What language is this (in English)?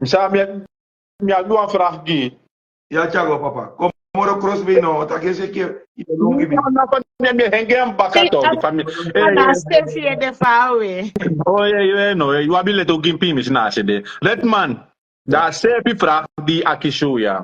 Sranan Tongo